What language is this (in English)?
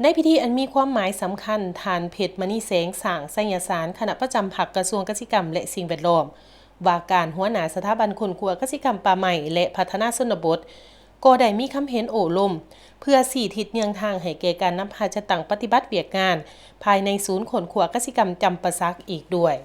Lao